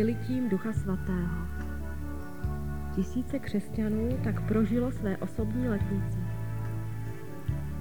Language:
Czech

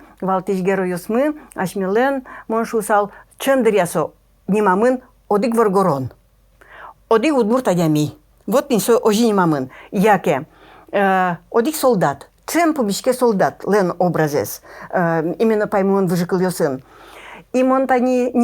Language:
Udmurt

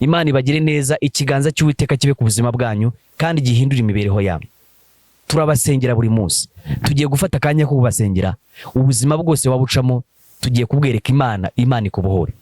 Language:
Kinyarwanda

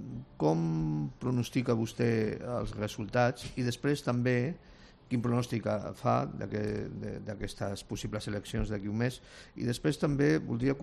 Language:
Catalan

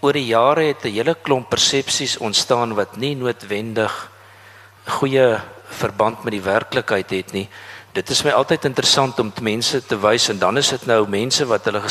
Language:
Afrikaans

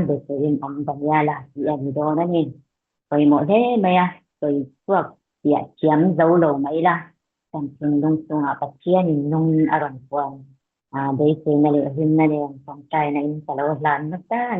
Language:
Mizo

